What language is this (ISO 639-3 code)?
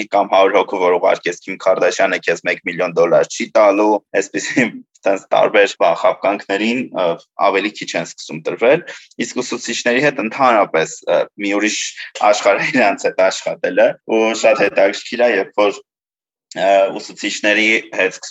hye